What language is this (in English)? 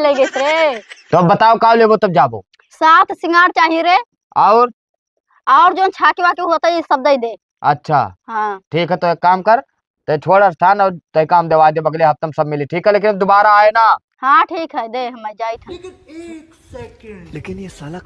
Awadhi